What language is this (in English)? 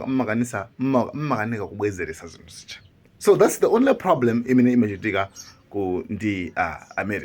Nyanja